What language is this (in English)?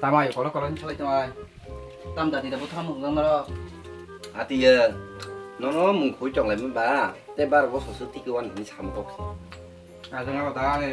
Kok Borok